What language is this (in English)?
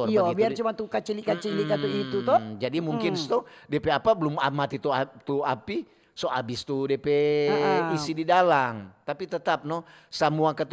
Manado Malay